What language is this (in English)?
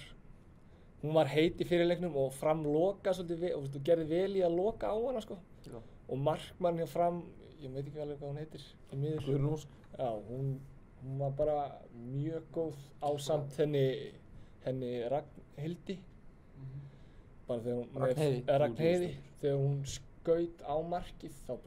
Icelandic